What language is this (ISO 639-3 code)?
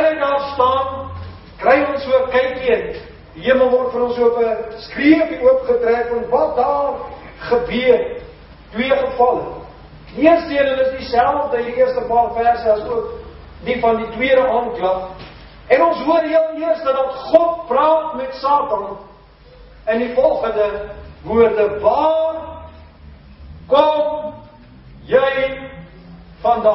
afr